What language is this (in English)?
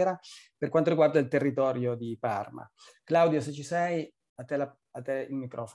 Italian